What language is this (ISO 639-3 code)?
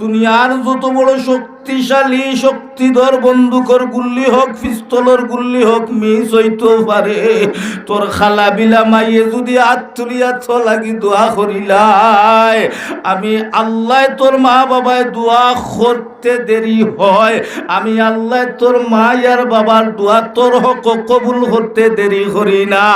syl